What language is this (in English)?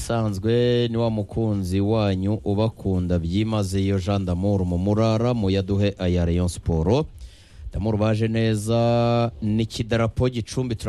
Kinyarwanda